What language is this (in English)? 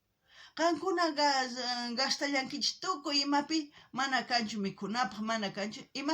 South Bolivian Quechua